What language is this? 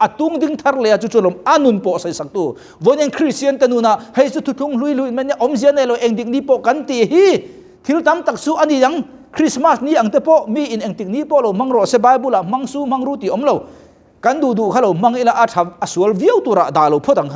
Mizo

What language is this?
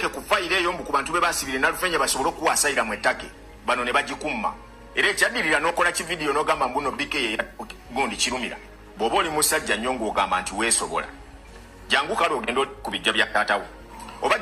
Ganda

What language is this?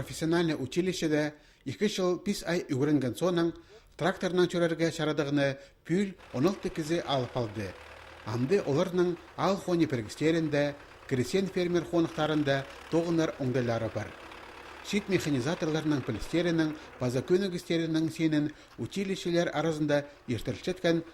Khakas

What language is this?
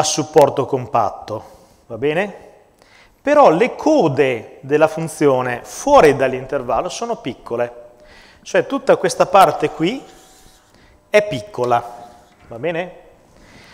Italian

